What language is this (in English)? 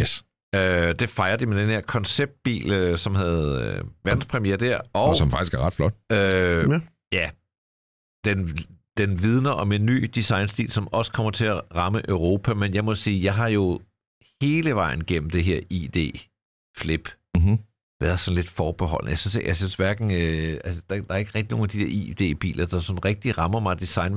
Danish